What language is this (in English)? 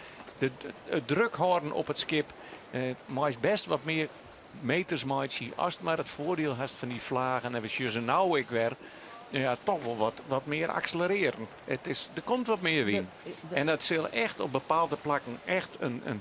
Western Frisian